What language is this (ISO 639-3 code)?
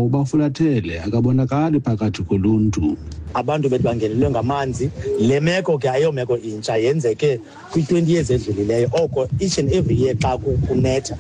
xho